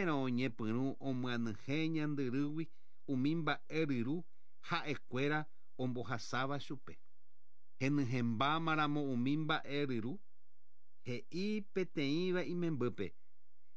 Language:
Guarani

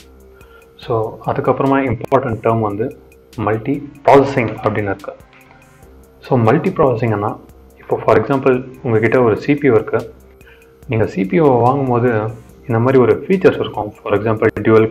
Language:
Tamil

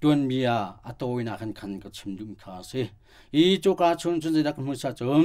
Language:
Hakha Chin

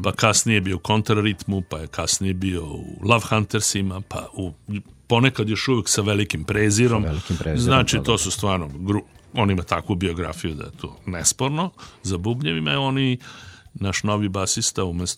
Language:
Serbian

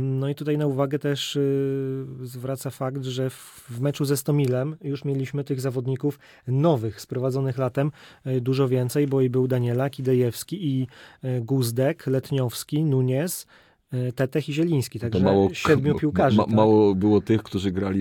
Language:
Polish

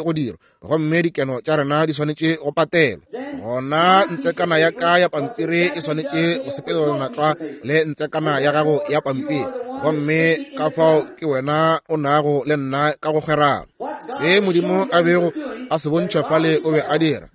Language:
Northern Sotho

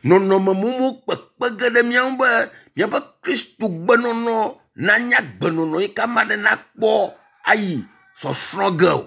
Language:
Ewe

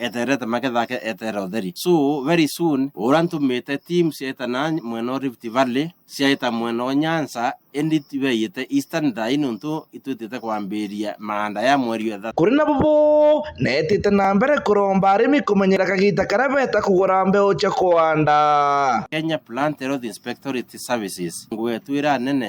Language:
Meru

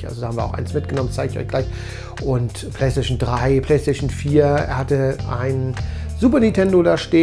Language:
German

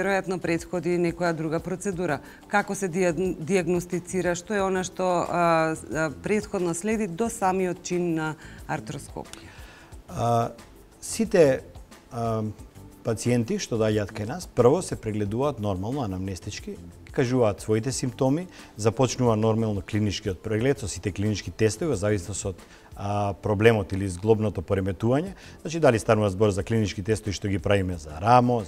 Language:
Macedonian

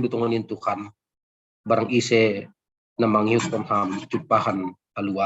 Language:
Batak Simalungun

